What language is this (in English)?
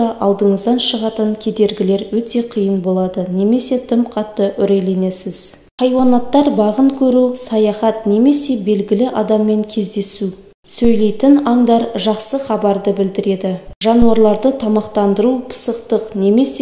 Kazakh